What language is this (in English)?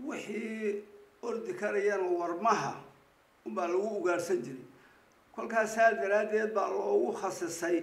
Somali